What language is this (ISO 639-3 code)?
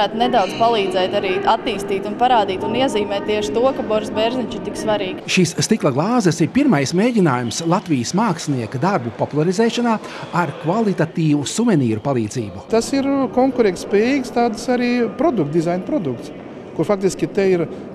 lav